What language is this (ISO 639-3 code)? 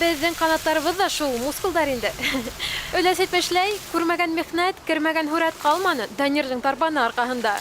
bak